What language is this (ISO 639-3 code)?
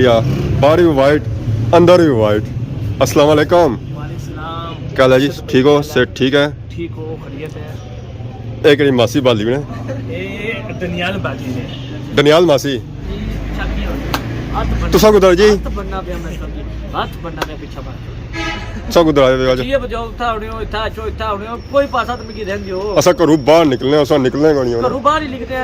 phr